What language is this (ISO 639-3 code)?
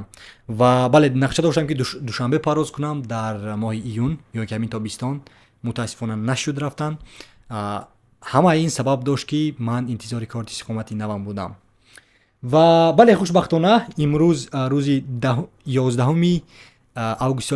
tgk